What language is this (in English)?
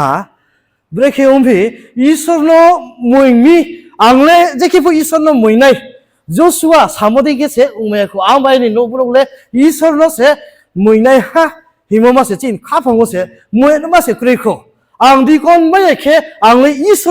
Riang (India)